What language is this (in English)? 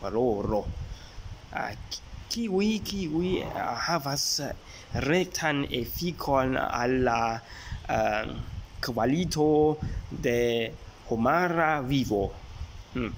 Esperanto